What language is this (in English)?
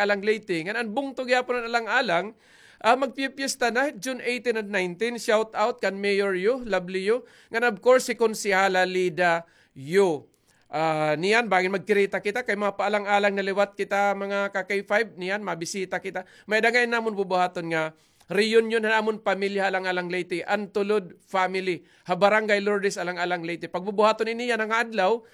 Waray